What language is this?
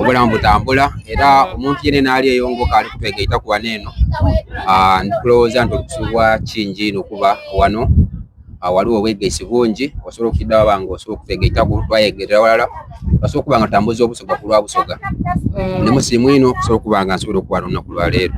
Soga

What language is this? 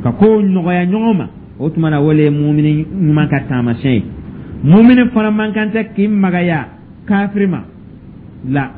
Dyula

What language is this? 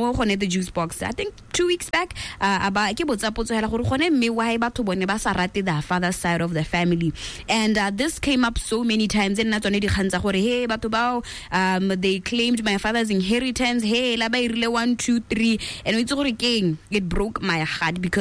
Tswana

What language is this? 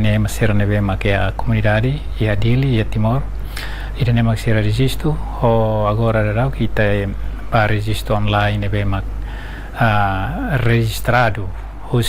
Tetum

